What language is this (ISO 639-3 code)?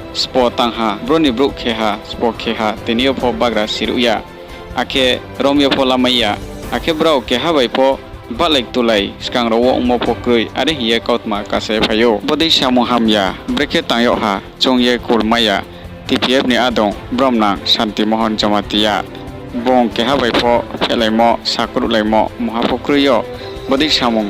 ria